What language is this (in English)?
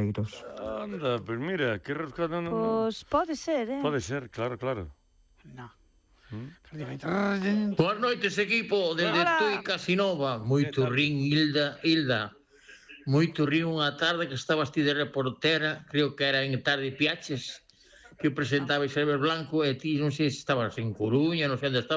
Galician